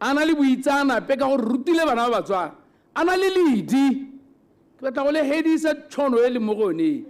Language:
Tswana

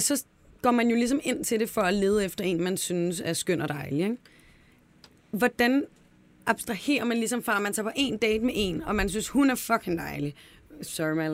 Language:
Danish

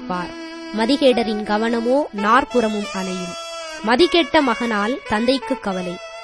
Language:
Tamil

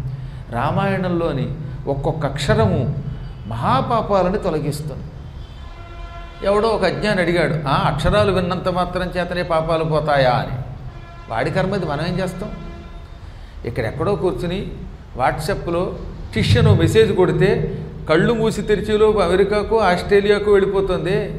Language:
Telugu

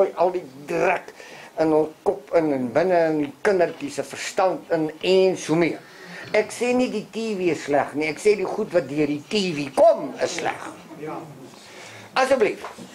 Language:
Afrikaans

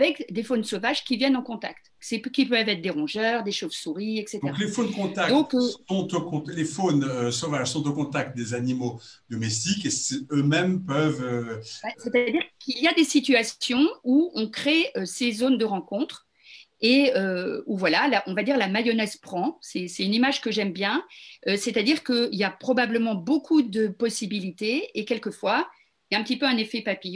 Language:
French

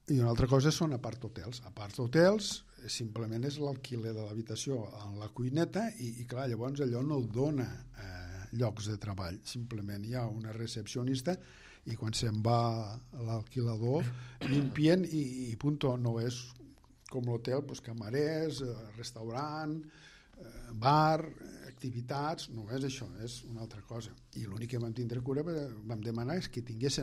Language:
Catalan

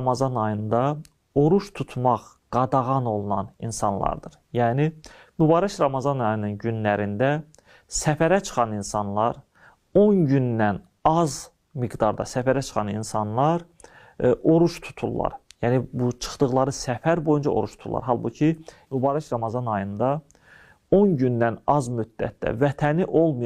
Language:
Azerbaijani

